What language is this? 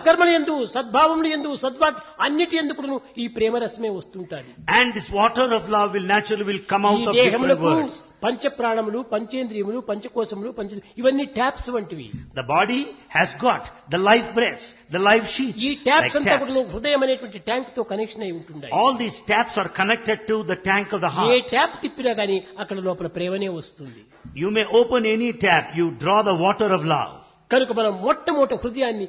Telugu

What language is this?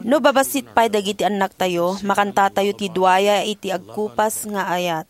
Iloko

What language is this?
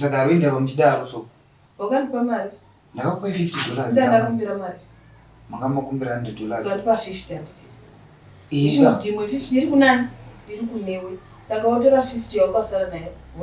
Shona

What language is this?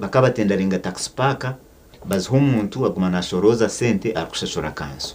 Nyankole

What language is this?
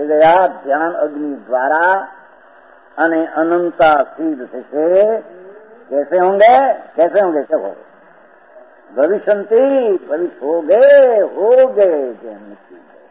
Gujarati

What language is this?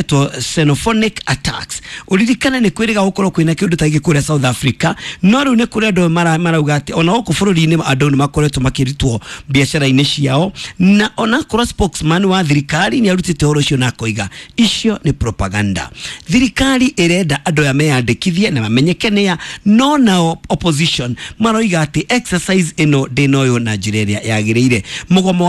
Kikuyu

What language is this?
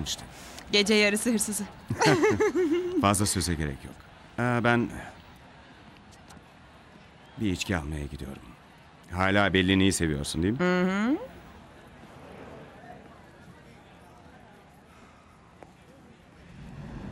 Turkish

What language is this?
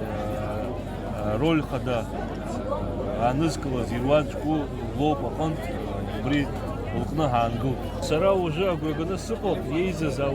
Abkhazian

